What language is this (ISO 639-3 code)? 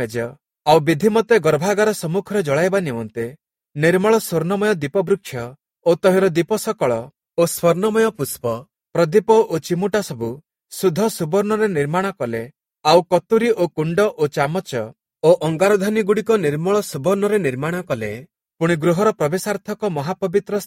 ori